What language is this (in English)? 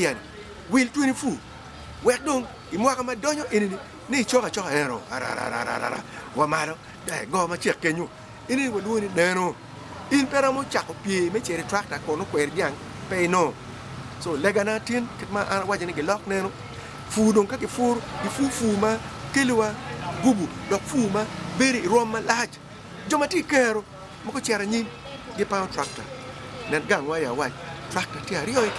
Acoli